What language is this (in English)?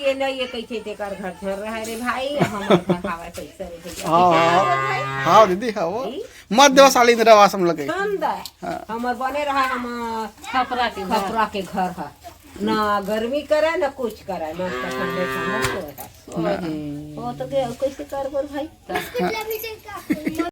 Chhattisgarhi